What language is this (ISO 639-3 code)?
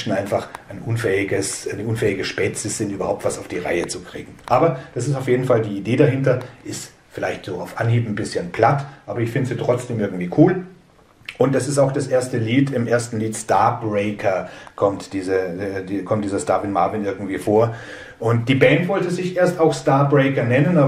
deu